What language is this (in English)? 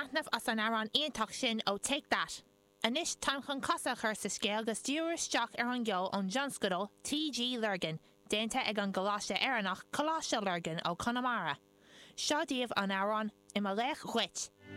Irish